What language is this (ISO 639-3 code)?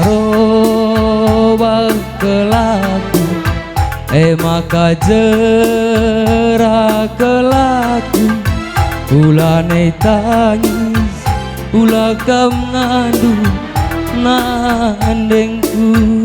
btx